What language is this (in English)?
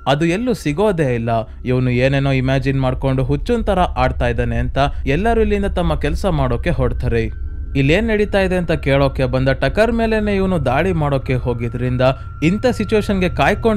Kannada